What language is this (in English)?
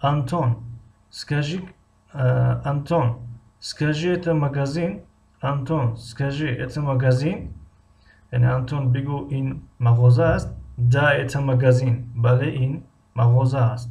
Tajik